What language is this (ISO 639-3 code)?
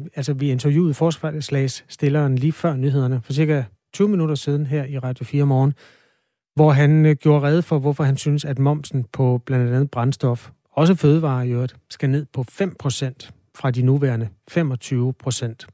dan